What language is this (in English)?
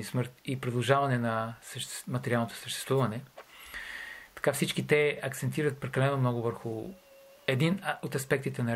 Bulgarian